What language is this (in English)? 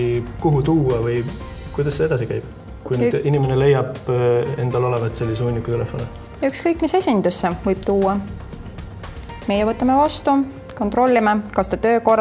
Estonian